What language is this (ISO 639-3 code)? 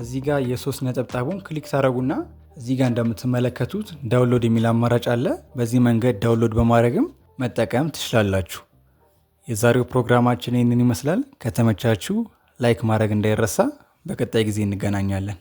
amh